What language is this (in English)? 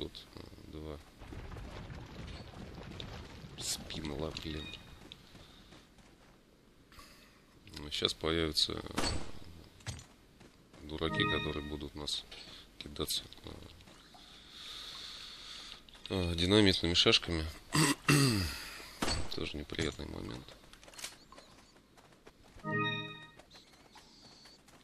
Russian